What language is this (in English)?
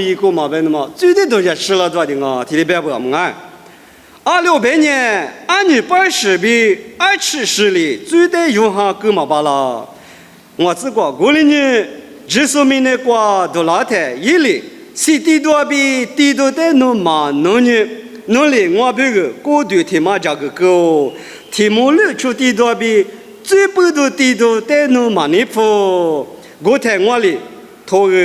Lisu